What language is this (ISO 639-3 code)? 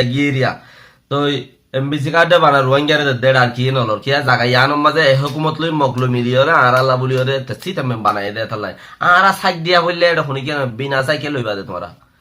rhg